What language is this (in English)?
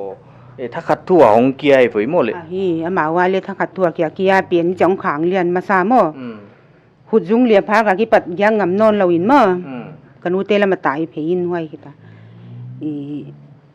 Paite Chin